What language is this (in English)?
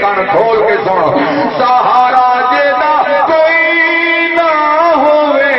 Saraiki